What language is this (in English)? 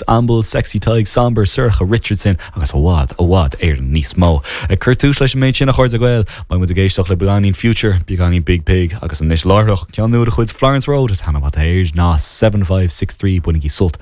Irish